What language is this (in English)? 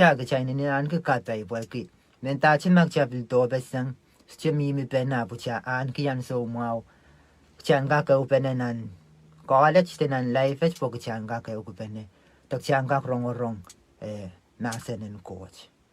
Pohnpeian